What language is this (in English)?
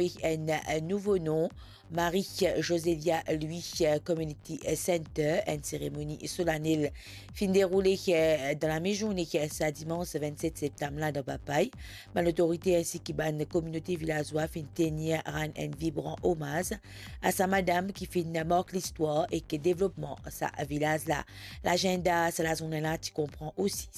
Morisyen